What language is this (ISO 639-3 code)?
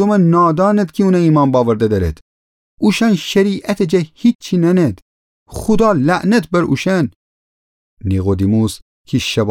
glk